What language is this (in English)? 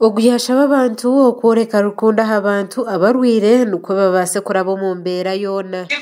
Nyankole